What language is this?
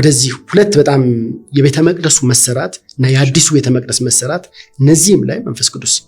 Amharic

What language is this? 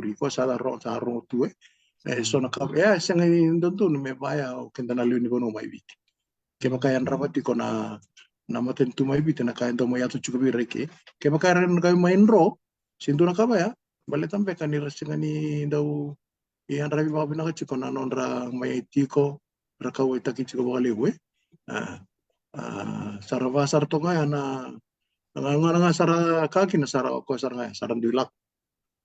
Fijian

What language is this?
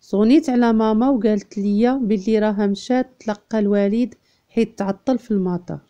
Moroccan Arabic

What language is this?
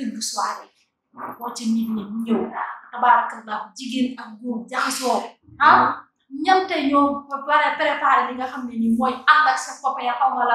Wolof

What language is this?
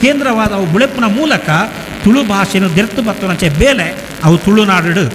Tulu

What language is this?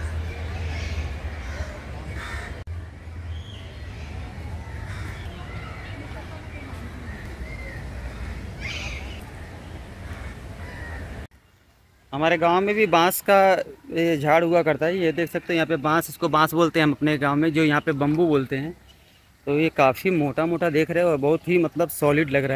Hindi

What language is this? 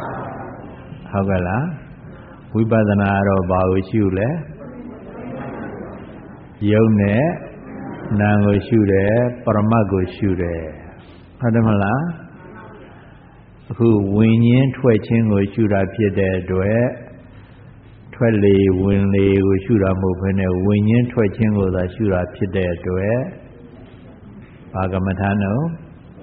Burmese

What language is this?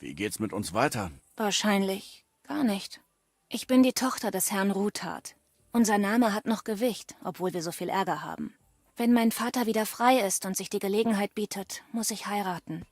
Bavarian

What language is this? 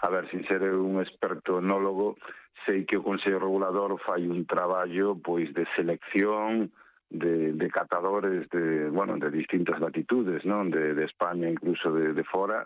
Galician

